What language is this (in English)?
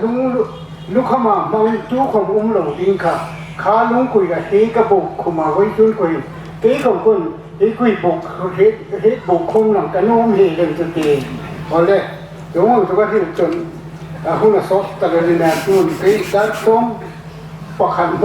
Hmar